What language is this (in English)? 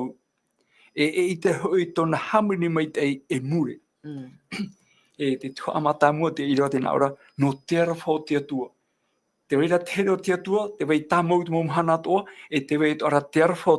Tahitian